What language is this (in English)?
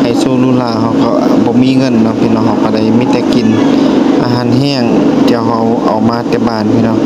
Lao